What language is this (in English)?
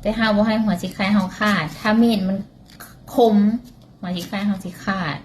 Lao